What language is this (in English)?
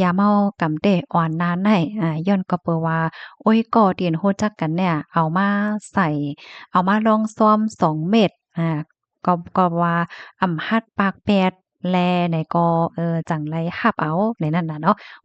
Shan